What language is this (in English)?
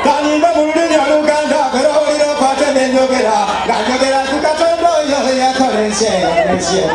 Soga